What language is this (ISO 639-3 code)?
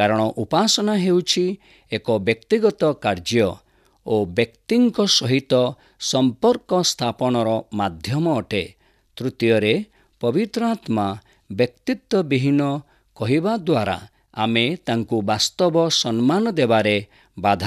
ori